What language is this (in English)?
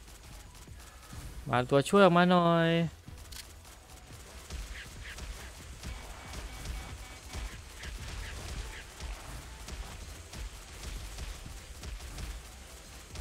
Thai